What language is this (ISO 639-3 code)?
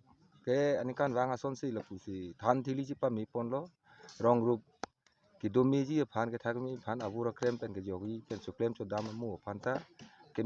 mjw